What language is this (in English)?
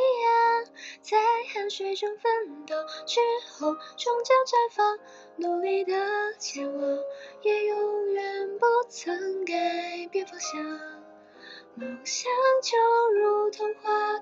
Chinese